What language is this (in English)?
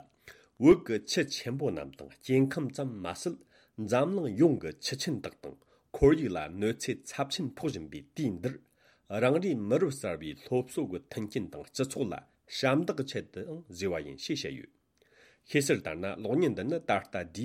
Tibetan